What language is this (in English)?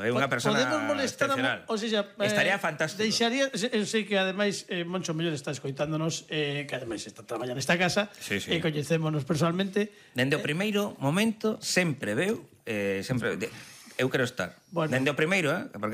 Galician